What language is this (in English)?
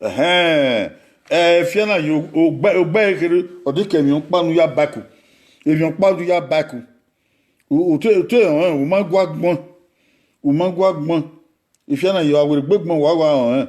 Bini